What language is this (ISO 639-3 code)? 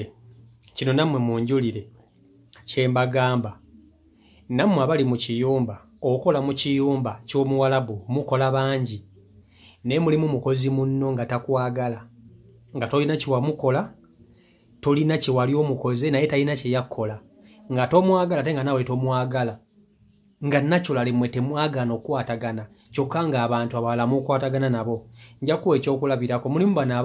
lug